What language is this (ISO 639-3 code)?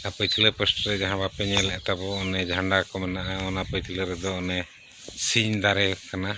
sat